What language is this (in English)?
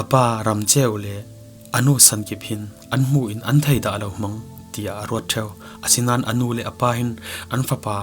Falam Chin